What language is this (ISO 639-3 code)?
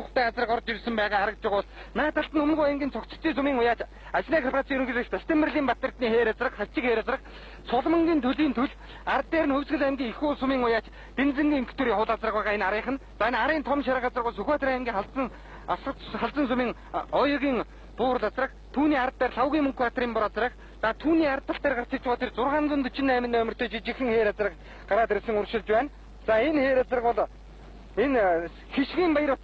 mon